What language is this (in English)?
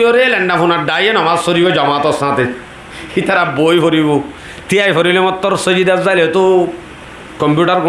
Rohingya